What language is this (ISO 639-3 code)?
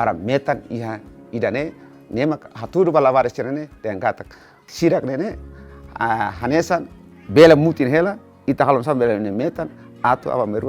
tet